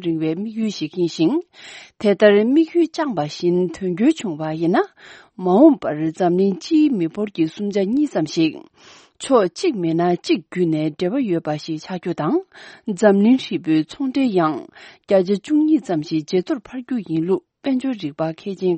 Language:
Tibetan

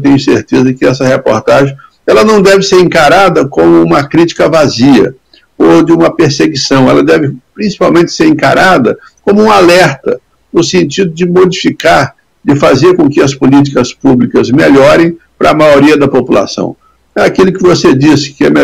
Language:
Portuguese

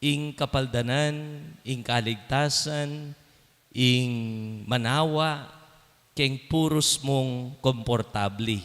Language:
Pampanga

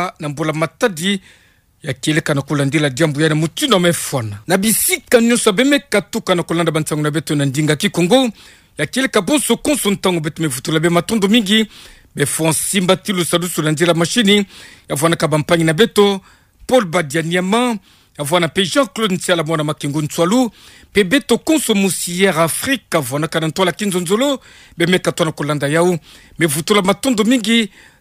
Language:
Kituba (Democratic Republic of Congo)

